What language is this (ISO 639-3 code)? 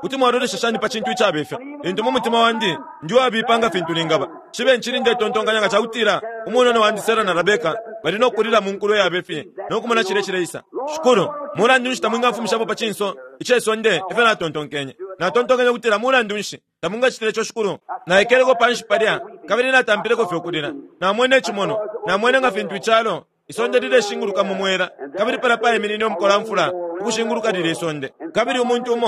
bem